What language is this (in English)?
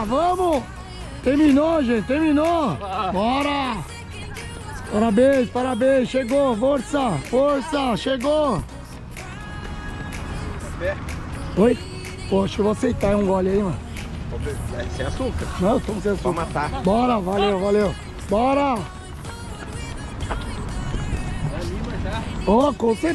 Portuguese